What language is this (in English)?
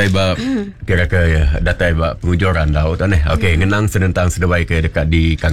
Iban